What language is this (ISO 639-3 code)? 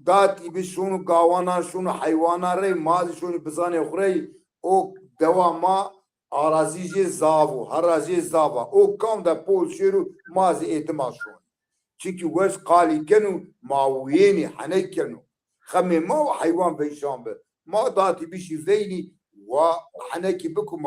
zza